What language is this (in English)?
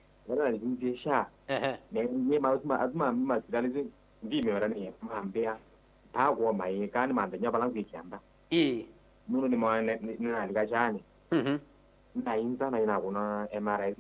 Kamba